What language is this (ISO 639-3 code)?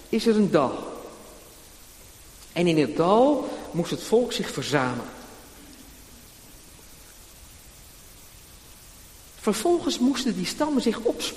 nld